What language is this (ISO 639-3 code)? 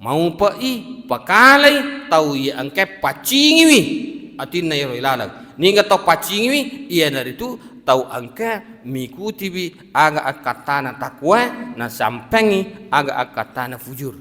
bug